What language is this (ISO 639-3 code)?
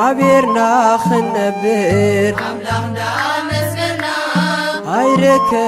tir